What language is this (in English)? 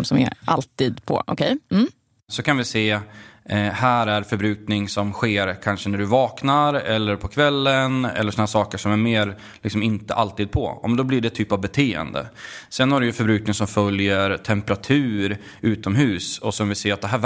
Swedish